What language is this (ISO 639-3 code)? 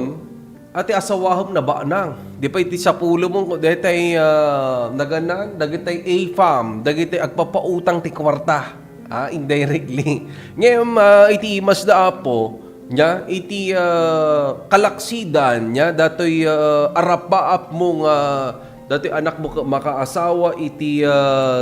ilo